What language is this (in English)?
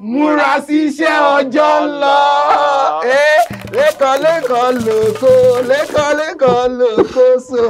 Yoruba